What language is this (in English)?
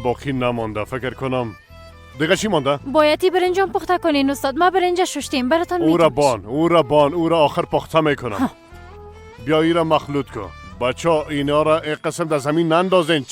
Persian